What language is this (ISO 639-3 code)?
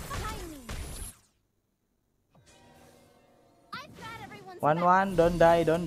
ind